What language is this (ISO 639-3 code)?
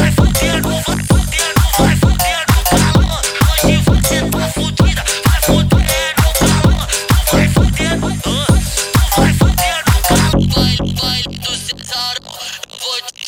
por